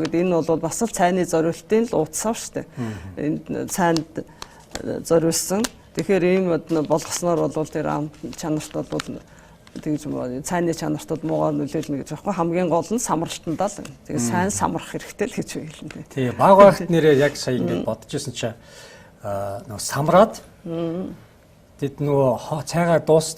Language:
Mongolian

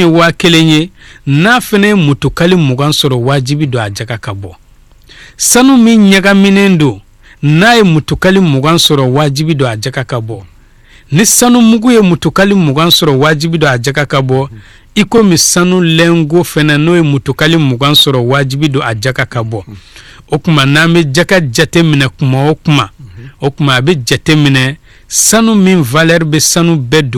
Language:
Bambara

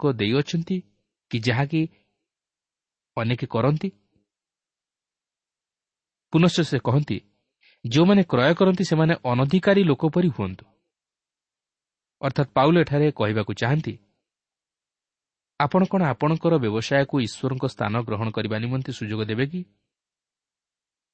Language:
Odia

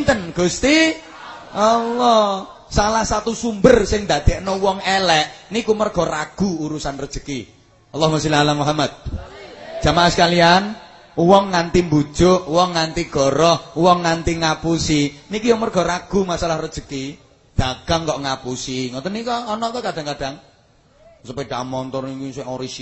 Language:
Javanese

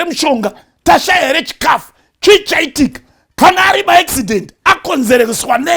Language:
Shona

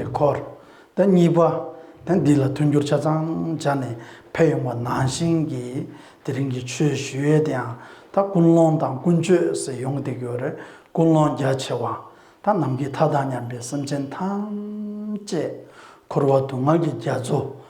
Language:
Tibetan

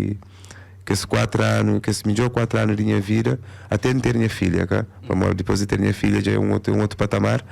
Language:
Kabuverdianu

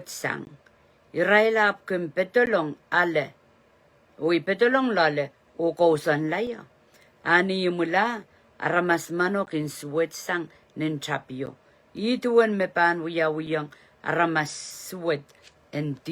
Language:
Pohnpeian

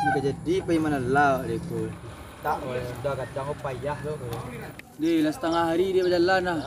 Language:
Minangkabau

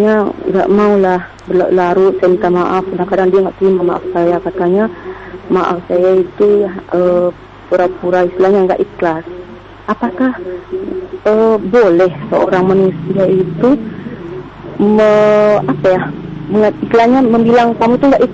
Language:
Indonesian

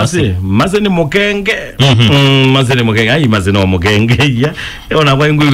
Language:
Kamba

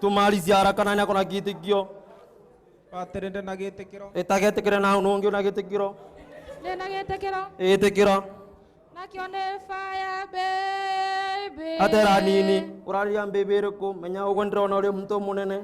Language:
Meru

